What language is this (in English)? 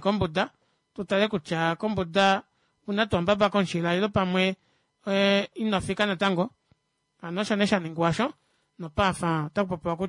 Kuanyama